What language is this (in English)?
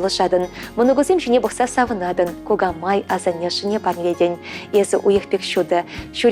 Chuvash